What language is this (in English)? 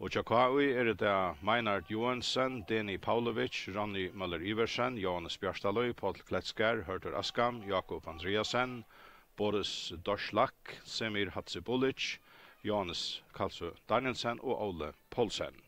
Faroese